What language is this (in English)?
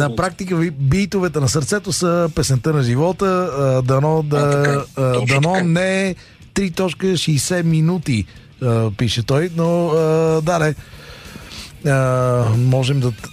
Bulgarian